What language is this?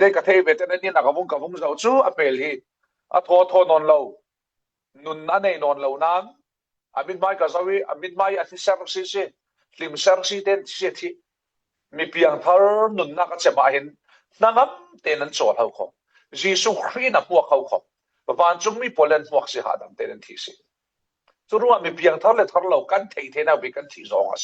Falam Chin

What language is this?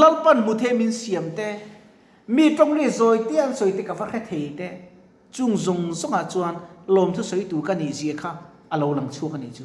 Mizo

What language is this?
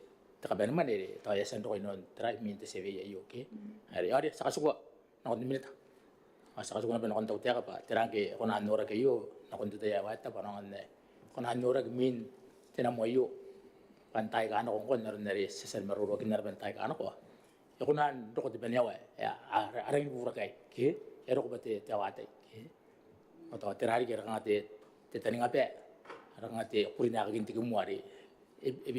Gilbertese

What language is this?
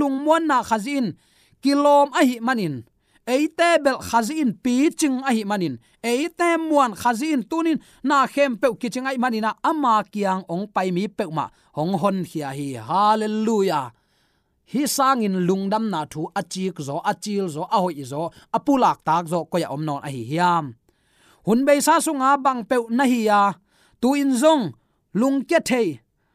Tedim Chin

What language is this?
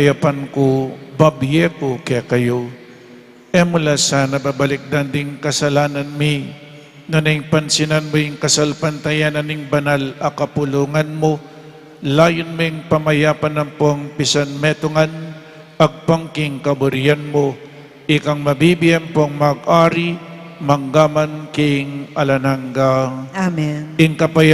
Pampanga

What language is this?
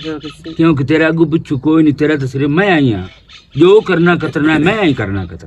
Western Panjabi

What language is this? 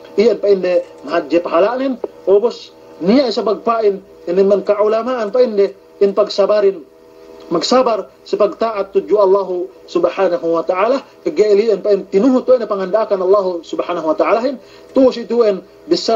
Yakan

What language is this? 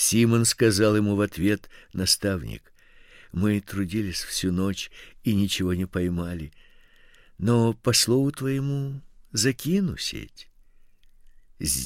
Russian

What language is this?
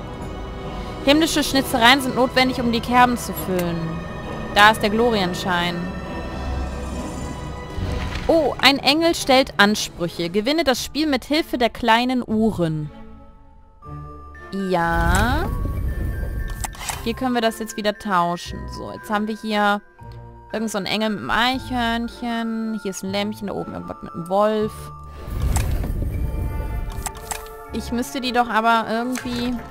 German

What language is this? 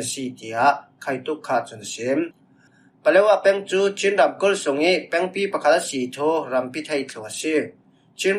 Falam Chin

